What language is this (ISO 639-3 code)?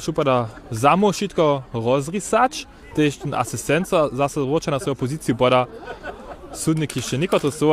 hsb